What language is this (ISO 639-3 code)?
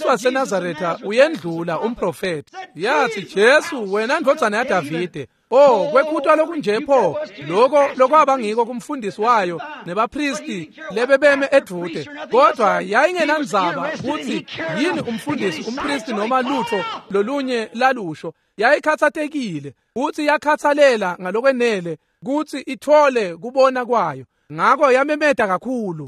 ssw